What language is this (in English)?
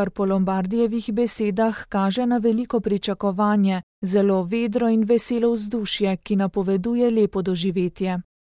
Slovenian